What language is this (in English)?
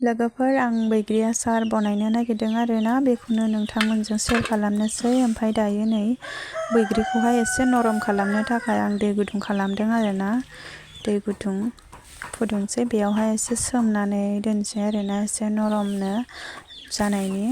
Bodo